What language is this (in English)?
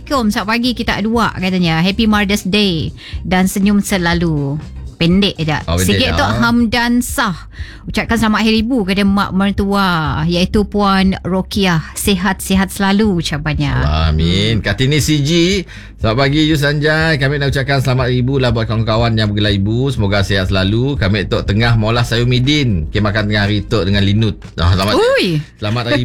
Malay